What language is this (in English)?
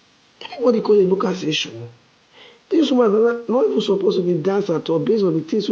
Nigerian Pidgin